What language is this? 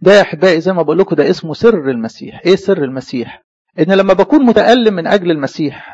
Egyptian Arabic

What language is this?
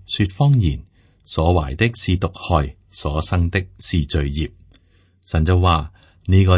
Cantonese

